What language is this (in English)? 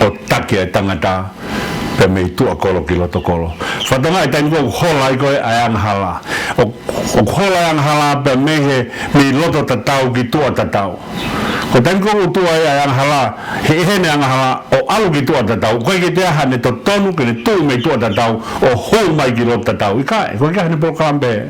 Tongan